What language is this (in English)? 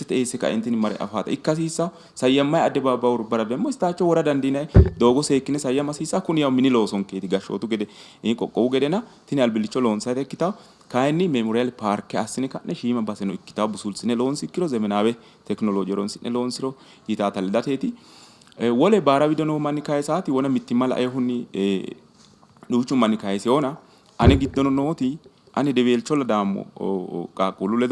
Sidamo